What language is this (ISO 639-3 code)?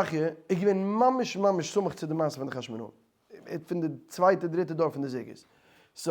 yid